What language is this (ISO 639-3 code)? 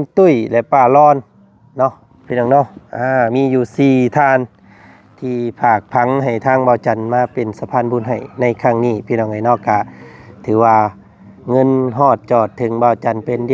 lao